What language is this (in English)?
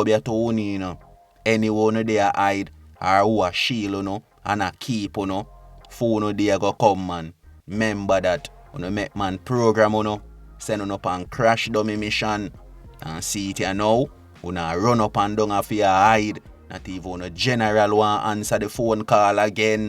Jamaican Creole English